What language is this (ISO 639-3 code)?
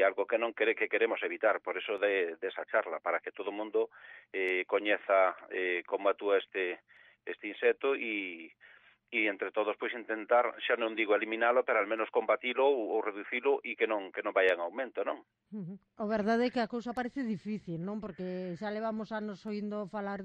glg